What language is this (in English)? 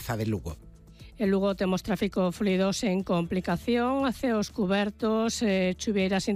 Galician